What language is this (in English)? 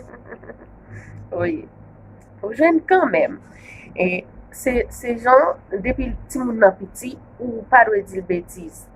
Haitian Creole